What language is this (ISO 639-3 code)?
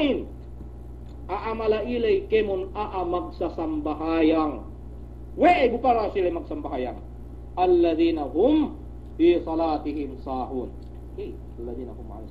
yka